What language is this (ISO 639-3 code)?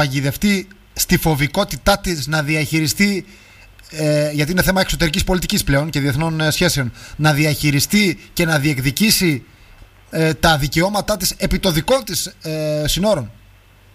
ell